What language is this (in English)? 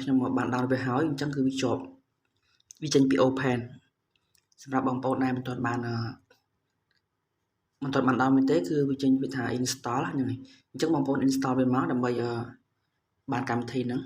Khmer